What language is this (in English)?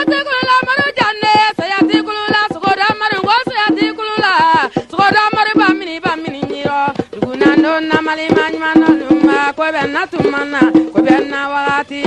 Bambara